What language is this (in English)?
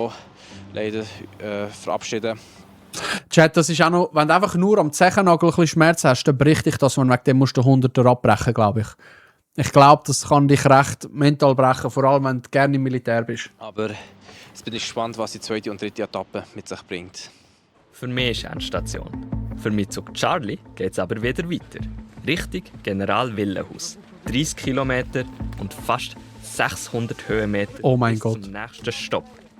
Swiss German